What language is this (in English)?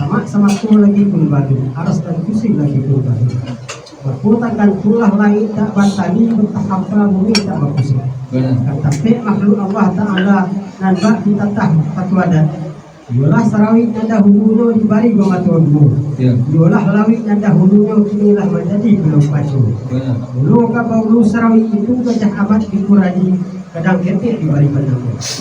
Minangkabau